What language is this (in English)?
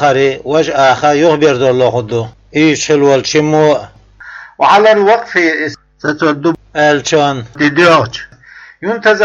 Chechen